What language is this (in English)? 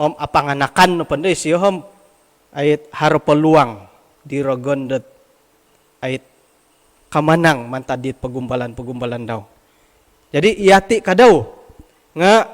Central Dusun